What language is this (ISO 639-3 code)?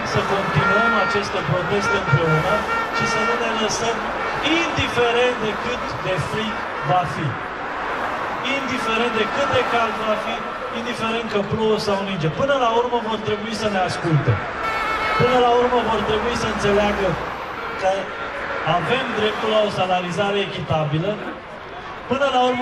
ron